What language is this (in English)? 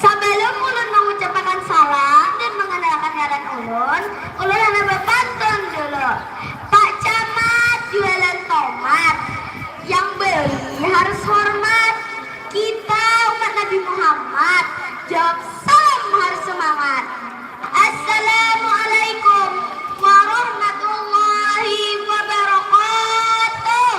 Banjar